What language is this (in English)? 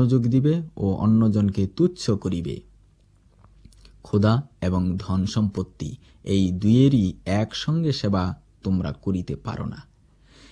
Bangla